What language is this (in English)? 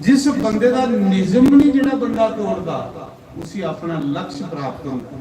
Dogri